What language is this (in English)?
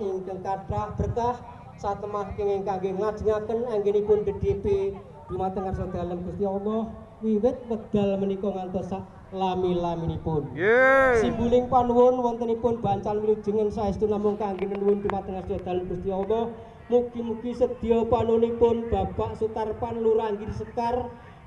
Javanese